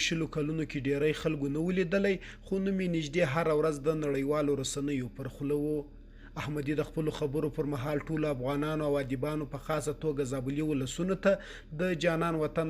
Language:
Pashto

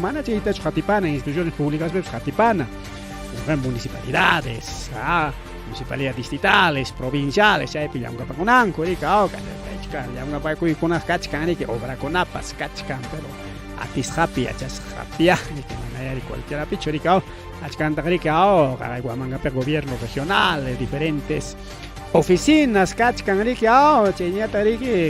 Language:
Ayacucho Quechua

